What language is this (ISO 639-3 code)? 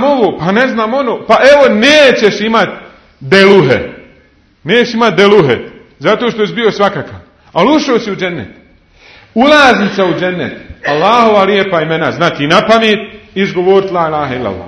bos